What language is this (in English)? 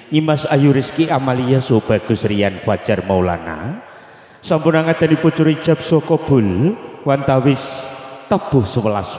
Javanese